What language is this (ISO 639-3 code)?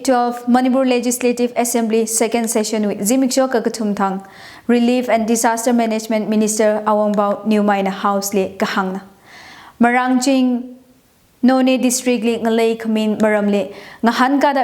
nmf